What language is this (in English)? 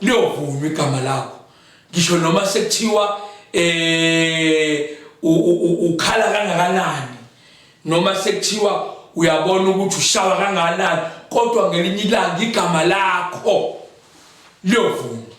Zulu